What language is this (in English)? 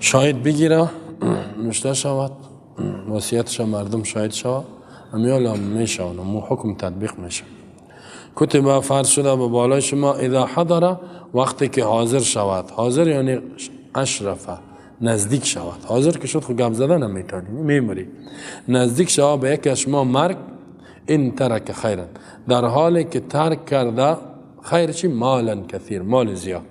Persian